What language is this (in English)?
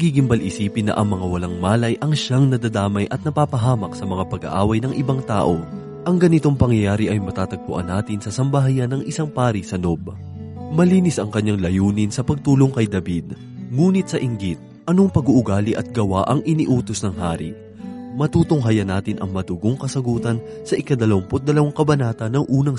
Filipino